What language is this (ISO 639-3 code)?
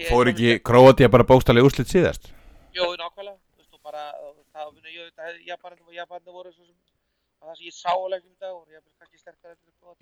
isl